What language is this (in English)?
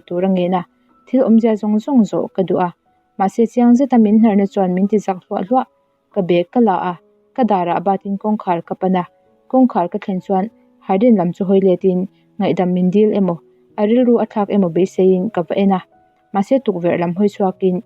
Mizo